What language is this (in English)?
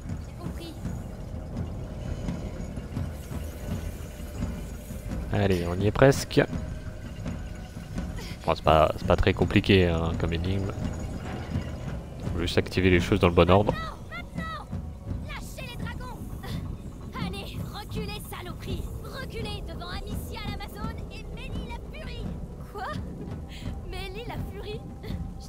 French